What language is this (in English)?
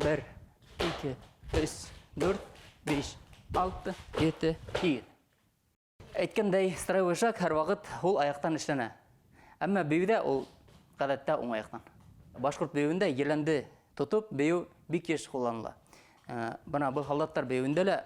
Bashkir